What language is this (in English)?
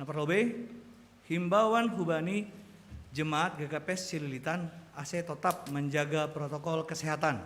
Batak Simalungun